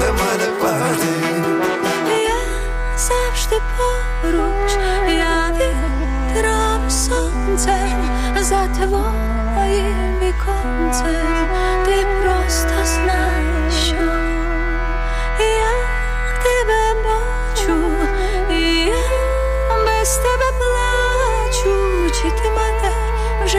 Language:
Ukrainian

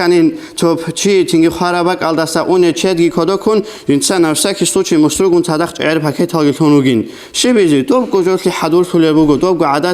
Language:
Avaric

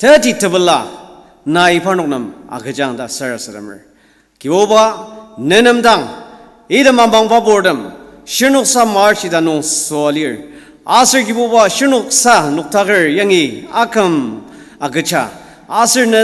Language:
Ao Naga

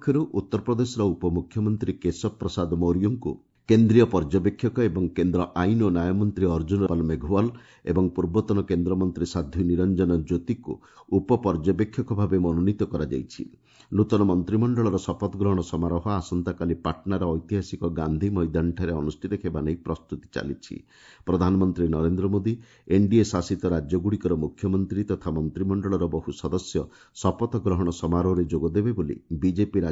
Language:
Odia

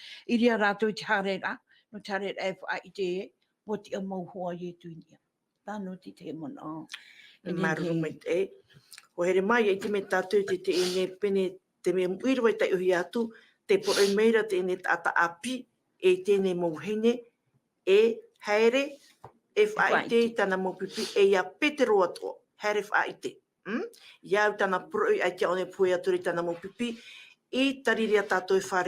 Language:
Tahitian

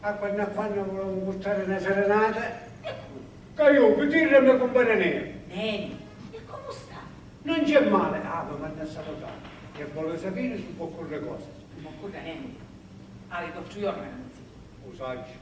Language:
Sicilian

